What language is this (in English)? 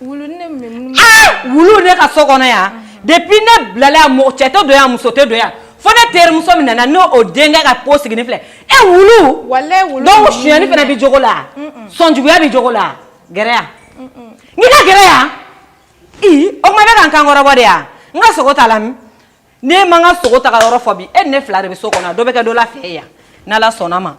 Bambara